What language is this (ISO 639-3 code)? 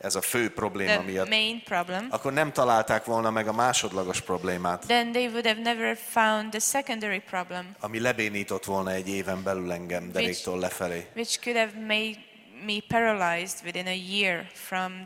hun